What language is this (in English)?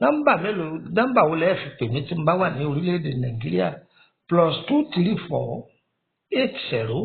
Yoruba